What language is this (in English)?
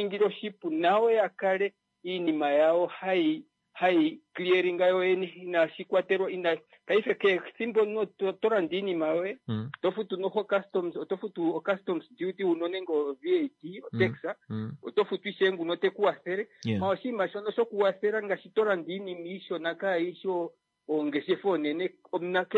Kuanyama